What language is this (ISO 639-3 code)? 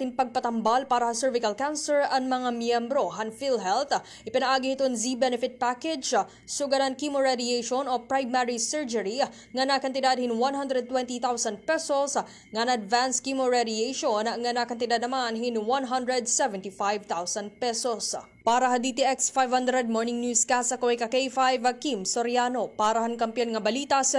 war